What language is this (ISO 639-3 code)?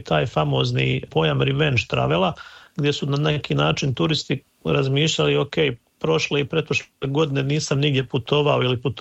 hrv